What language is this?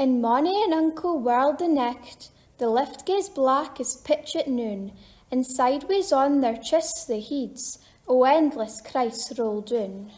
Scots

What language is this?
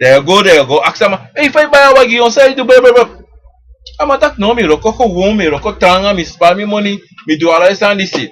Sranan Tongo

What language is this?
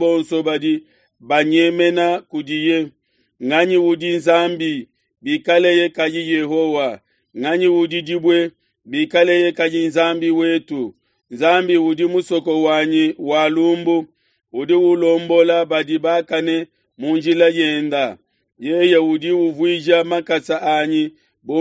Luba-Lulua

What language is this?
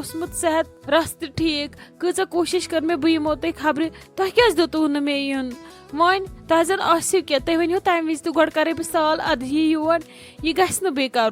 Kashmiri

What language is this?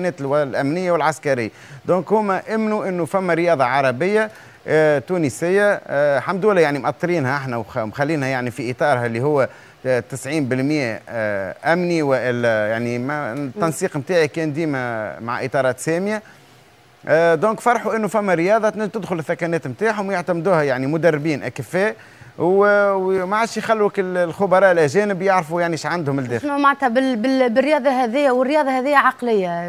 Tunisian Arabic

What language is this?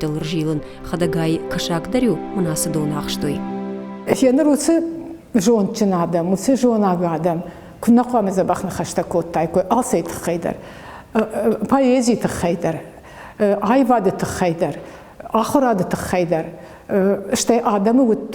Ossetic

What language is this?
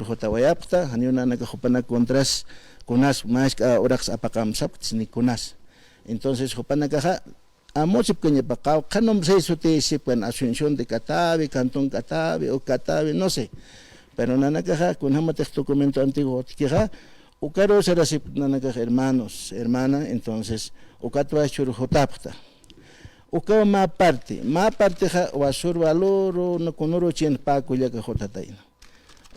Aymara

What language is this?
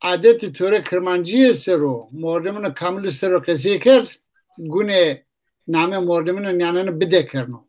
Zaza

